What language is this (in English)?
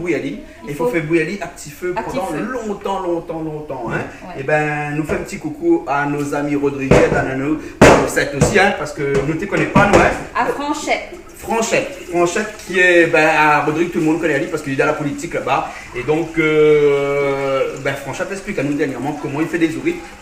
Réunion Creole French